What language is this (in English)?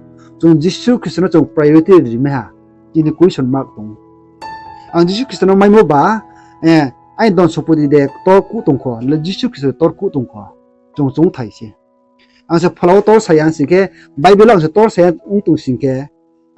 Riang (India)